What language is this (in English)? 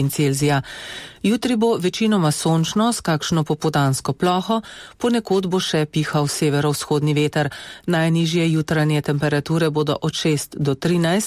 Slovenian